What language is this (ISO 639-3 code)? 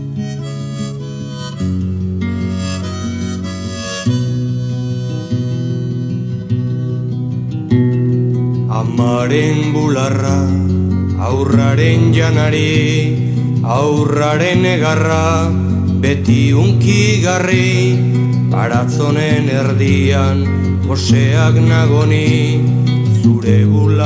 eus